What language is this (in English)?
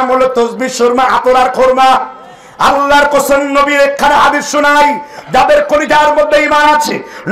Bangla